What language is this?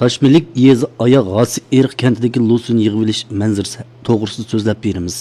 Uyghur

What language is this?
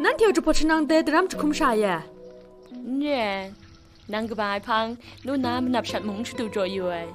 Kachin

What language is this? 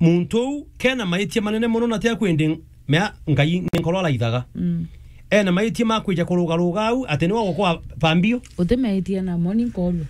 Meru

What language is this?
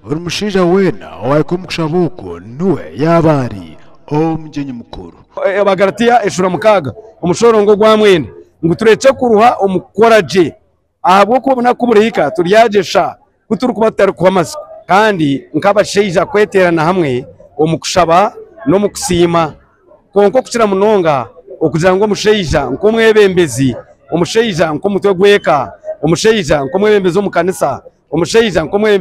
Nyankole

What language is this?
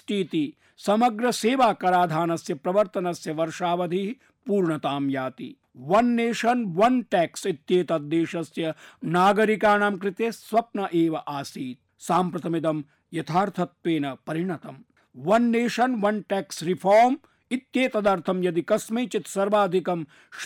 Sanskrit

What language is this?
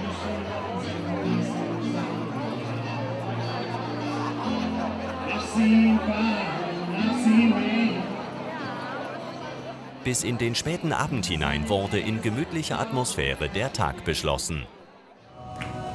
German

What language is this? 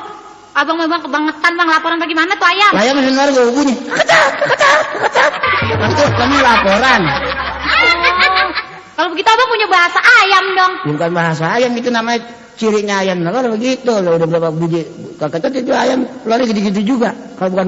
Betawi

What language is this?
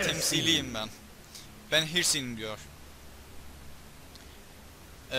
Turkish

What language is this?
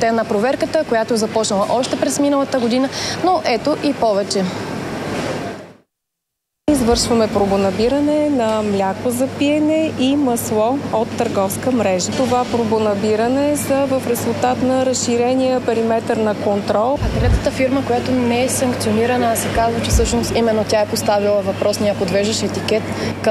Bulgarian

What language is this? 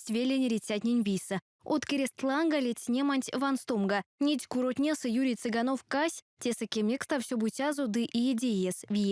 Erzya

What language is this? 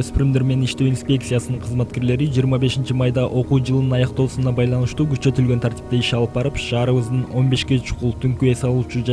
Kyrgyz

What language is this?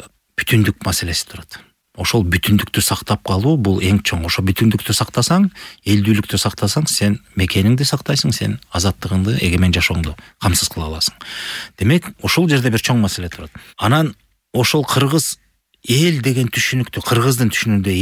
Kyrgyz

